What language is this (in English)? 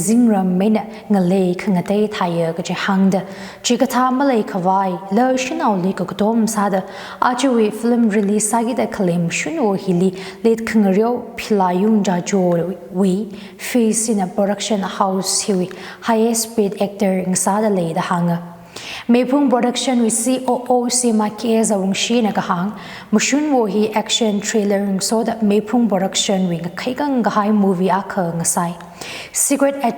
Tangkhul Naga (India)